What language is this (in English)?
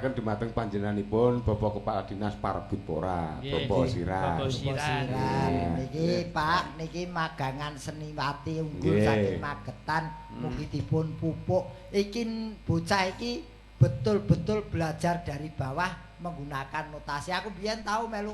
Javanese